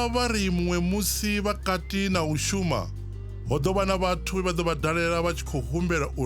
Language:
Venda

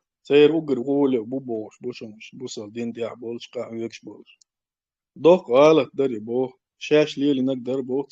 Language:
Chechen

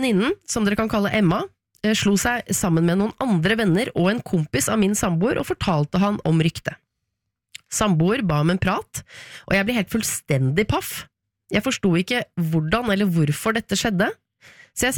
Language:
Norwegian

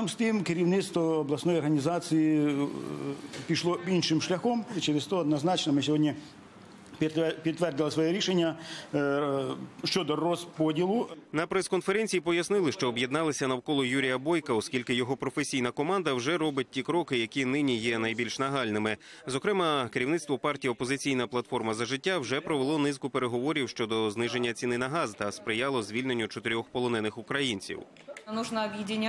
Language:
Ukrainian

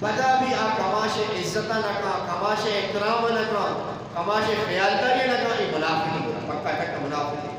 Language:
Eastern Balochi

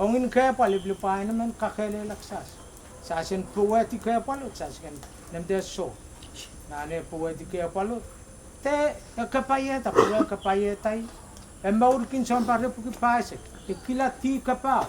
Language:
Pohnpeian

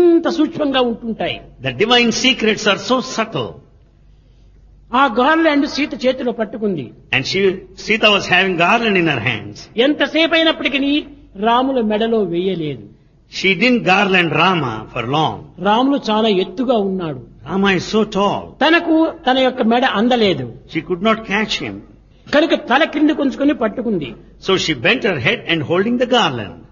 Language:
Telugu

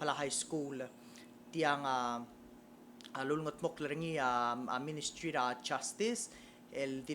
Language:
Palauan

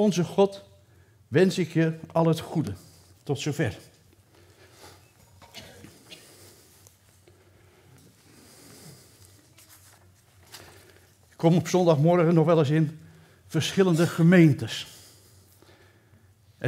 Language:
Dutch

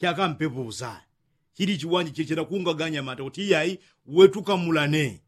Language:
Yao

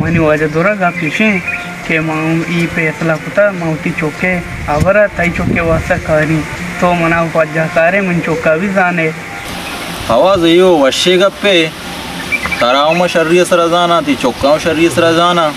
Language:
Baluchi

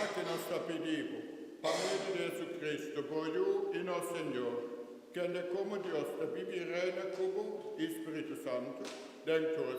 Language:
Papiamento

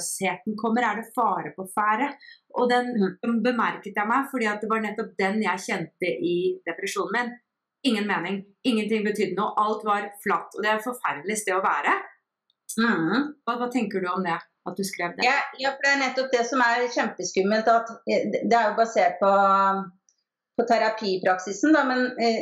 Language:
Norwegian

